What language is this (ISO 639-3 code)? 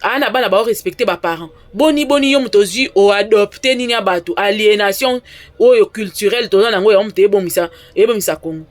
lin